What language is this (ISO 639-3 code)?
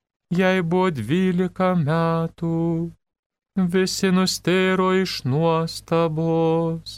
lit